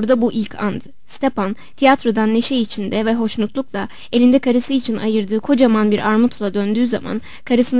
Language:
Turkish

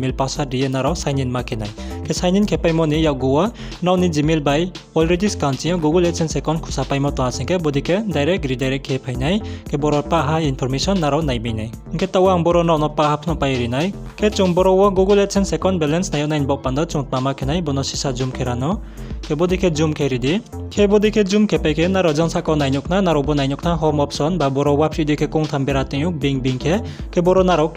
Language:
Riang (India)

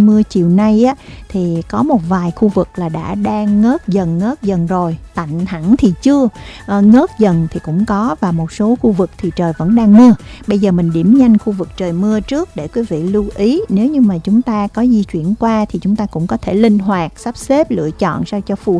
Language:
Vietnamese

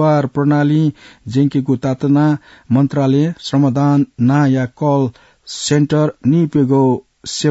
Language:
Newari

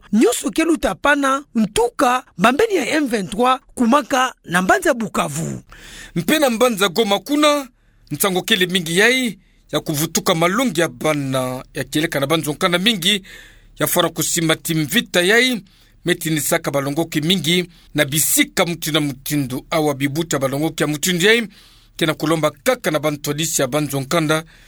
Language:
Kituba (Democratic Republic of Congo)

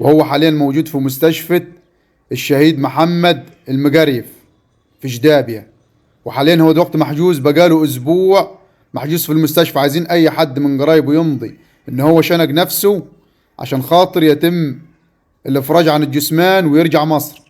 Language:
Egyptian Arabic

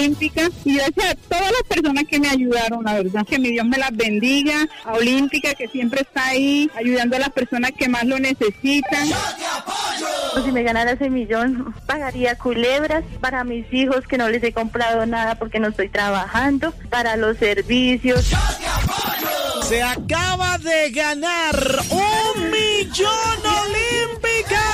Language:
Spanish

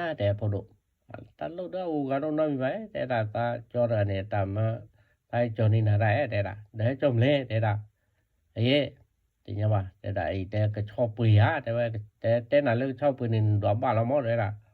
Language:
S'gaw Karen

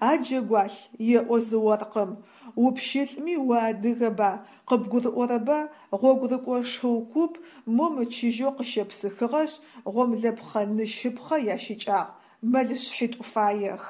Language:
Adyghe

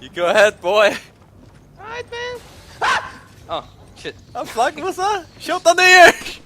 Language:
Faroese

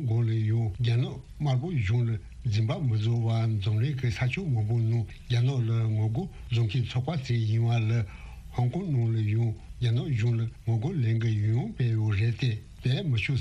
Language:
Tibetan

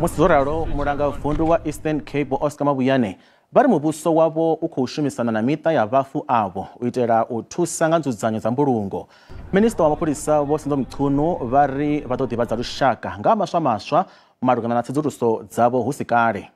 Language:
Venda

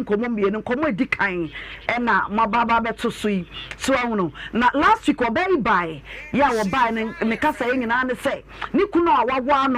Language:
Akan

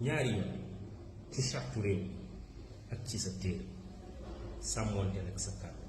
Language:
Wolof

